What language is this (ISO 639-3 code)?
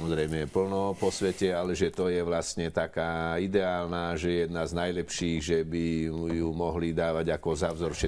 slk